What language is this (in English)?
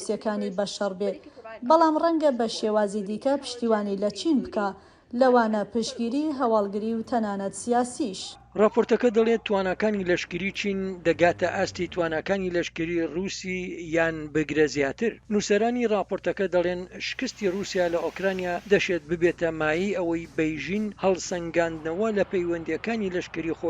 Central Kurdish